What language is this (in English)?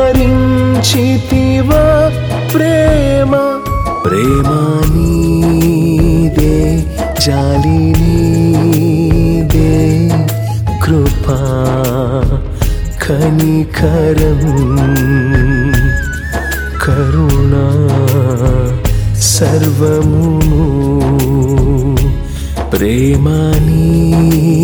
Telugu